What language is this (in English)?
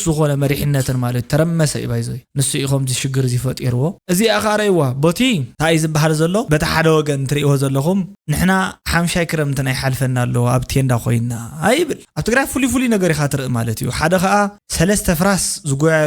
Tigrinya